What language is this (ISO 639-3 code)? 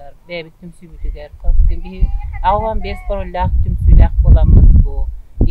sah